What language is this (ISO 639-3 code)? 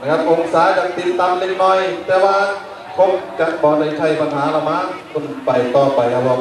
tts